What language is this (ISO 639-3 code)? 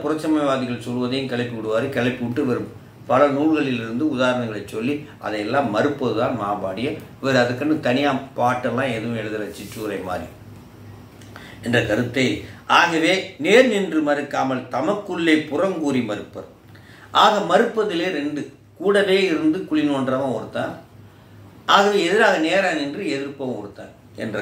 tam